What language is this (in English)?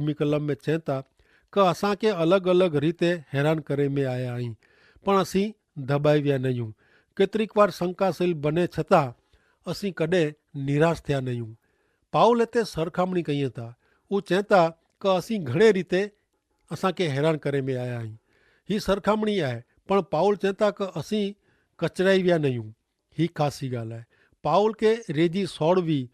Kachhi